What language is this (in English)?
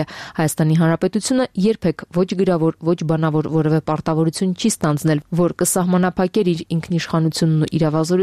Armenian